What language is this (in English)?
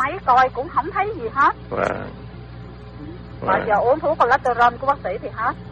Vietnamese